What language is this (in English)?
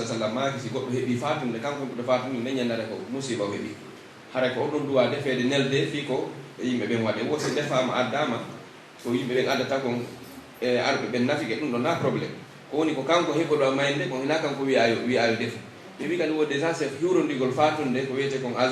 Pular